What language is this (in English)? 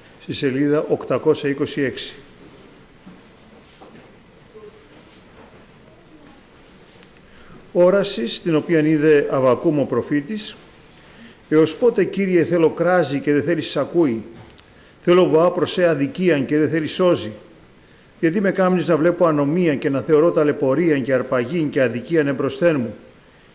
Greek